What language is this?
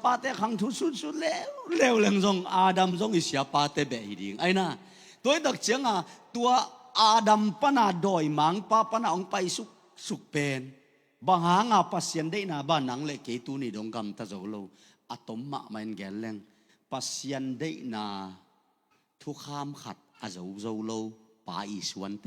Tedim Chin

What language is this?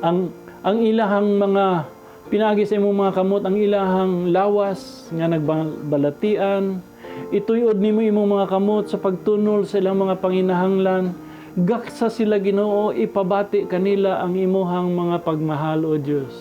Cebuano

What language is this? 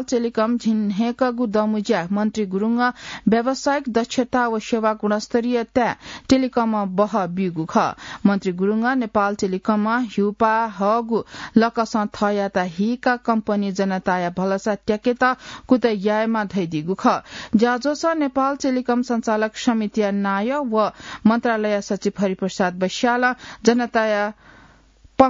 Newari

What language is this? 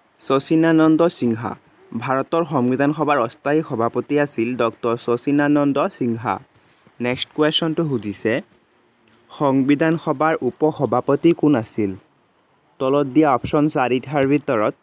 Assamese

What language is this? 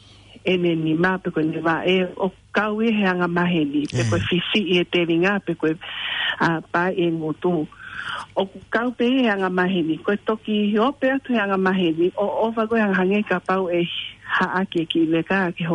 Tongan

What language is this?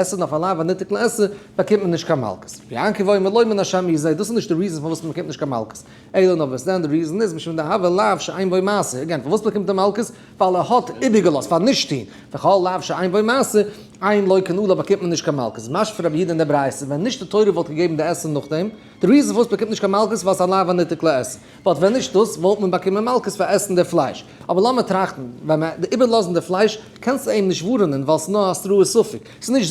Yiddish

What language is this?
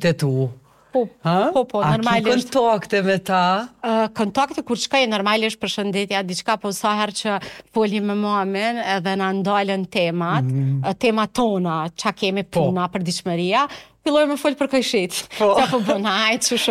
Albanian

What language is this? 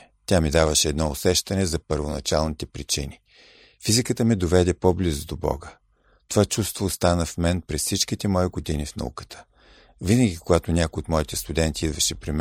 Bulgarian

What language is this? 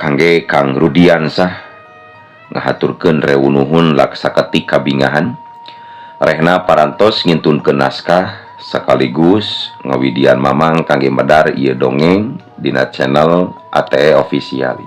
Sundanese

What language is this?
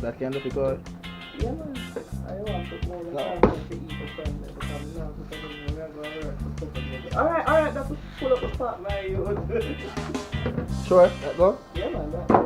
Jamaican Creole English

